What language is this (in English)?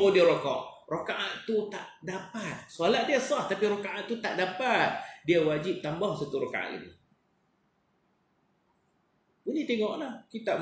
Malay